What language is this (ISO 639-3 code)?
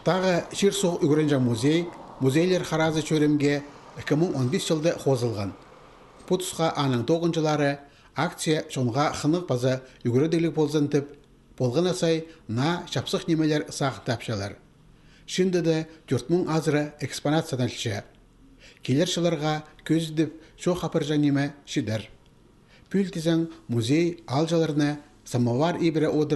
kjh